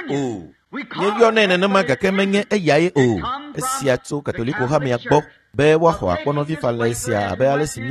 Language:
Ewe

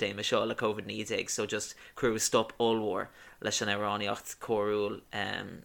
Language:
Irish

